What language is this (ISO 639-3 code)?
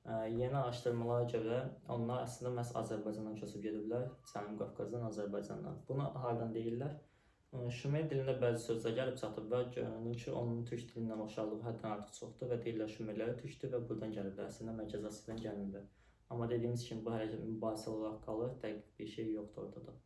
aze